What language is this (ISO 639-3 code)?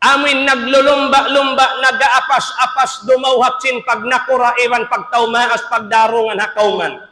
tsg